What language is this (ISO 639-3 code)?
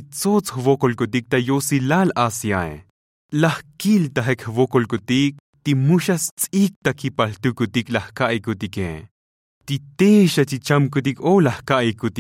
tzo